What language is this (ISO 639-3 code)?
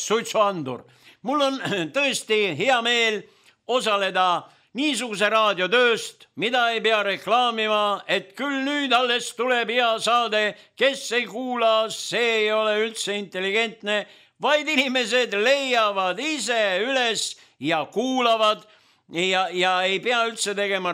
est